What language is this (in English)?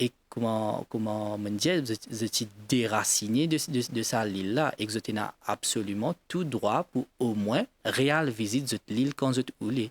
Morisyen